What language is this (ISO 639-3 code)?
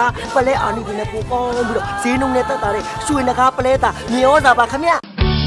mya